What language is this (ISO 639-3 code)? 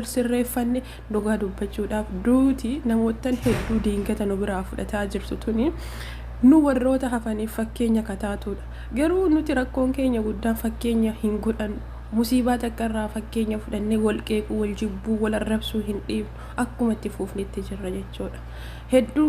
orm